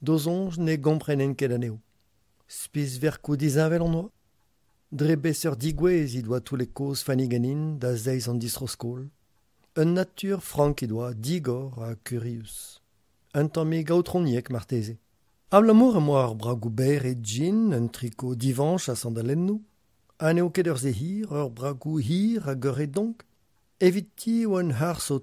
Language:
Breton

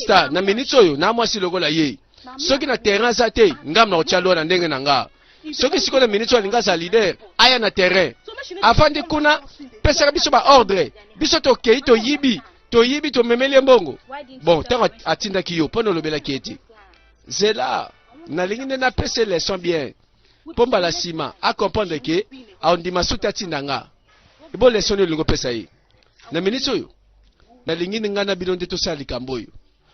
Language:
Lingala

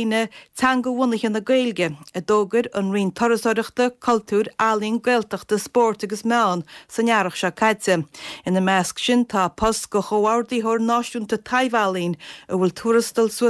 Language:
Irish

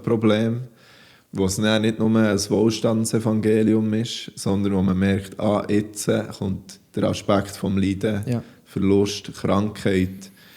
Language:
Swiss German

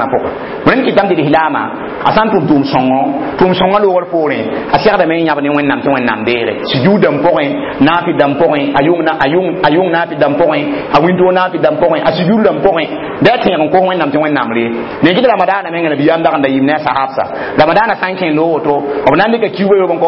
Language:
Mossi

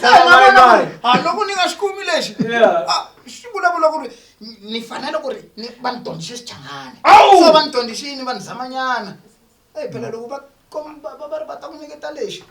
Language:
Zulu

